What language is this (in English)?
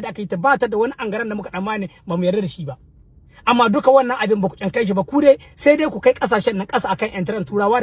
Hausa